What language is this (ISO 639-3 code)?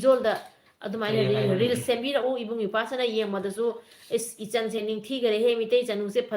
mni